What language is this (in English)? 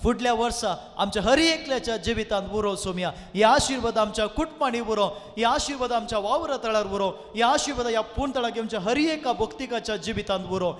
Konkani